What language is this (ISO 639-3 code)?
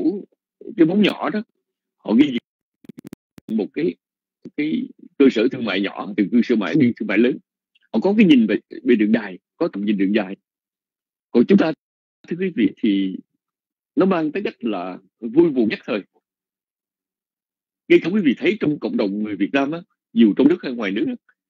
vie